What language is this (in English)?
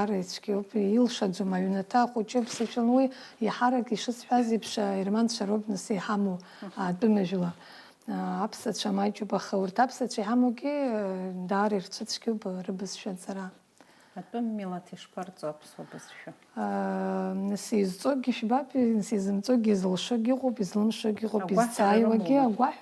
Abkhazian